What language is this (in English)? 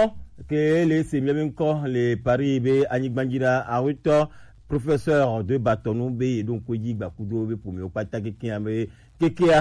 Gen